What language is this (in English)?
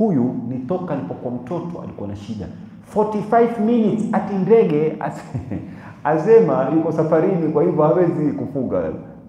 Swahili